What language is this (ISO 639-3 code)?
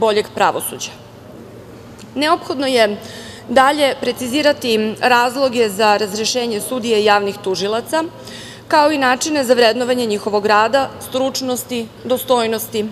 srp